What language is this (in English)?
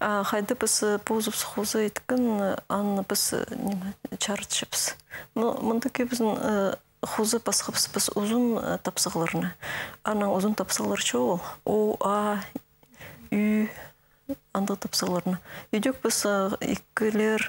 Khakas